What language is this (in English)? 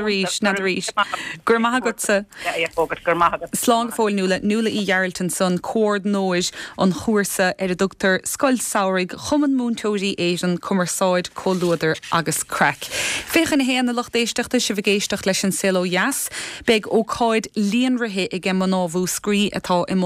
Irish